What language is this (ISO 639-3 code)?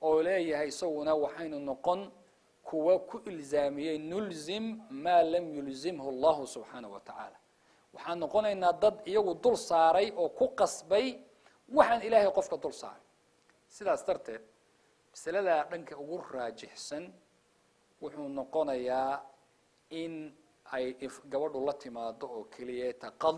som